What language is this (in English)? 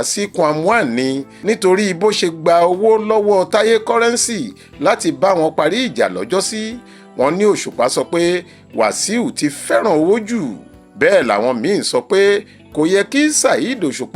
Yoruba